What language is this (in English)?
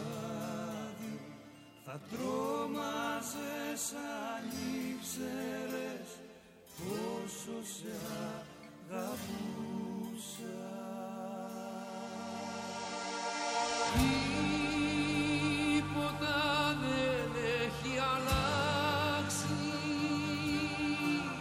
Greek